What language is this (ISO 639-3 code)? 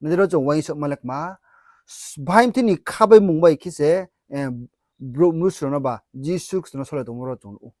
ria